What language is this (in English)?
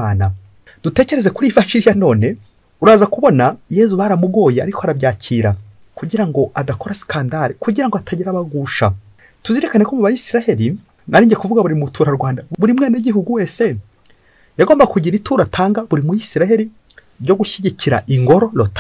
Kinyarwanda